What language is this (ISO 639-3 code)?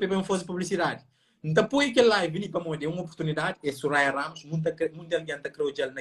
kea